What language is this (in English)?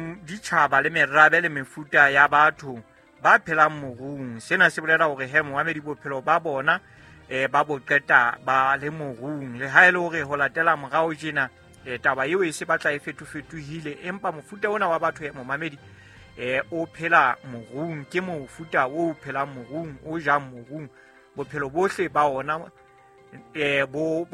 Southern Sotho